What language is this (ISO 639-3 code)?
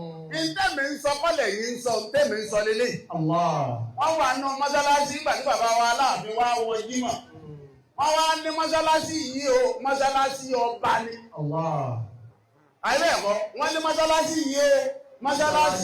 yor